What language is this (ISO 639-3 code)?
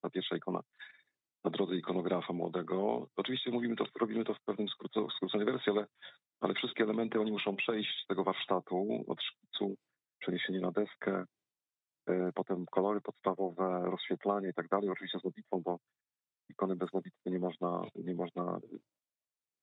pol